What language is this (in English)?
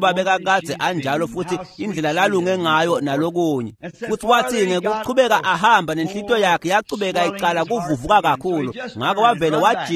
Swati